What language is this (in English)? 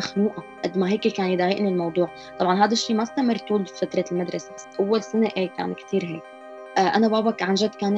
North Levantine Arabic